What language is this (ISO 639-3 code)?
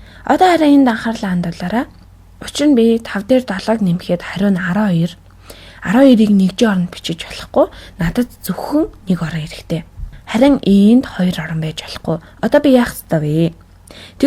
mon